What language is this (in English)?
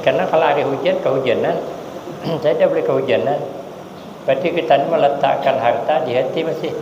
Banjar